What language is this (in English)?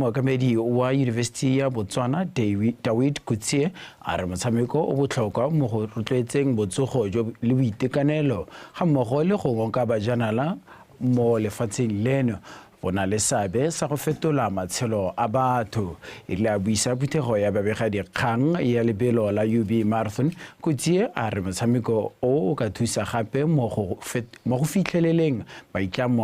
Tswana